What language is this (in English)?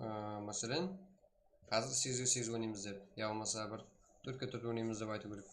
Kara-Kalpak